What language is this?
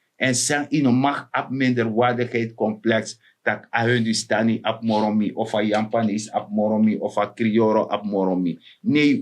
Sranan Tongo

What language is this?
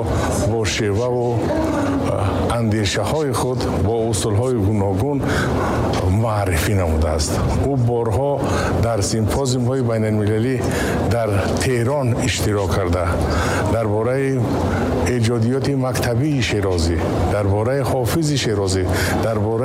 Tajik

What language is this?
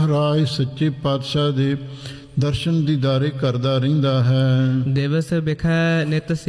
Punjabi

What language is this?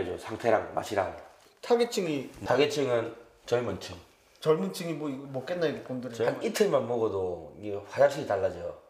Korean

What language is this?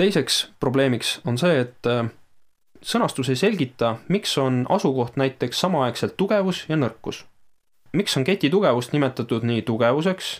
Estonian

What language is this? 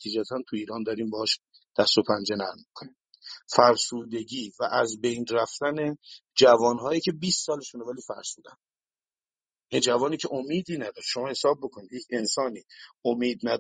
Persian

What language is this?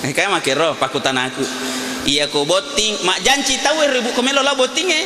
Buginese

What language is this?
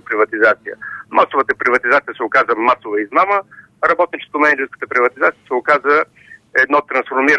Bulgarian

